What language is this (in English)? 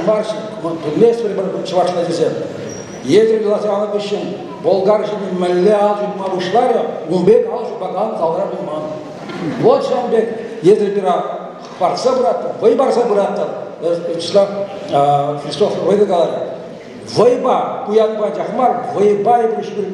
Chuvash